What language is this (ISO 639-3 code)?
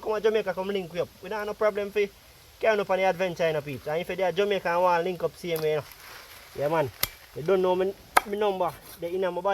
jam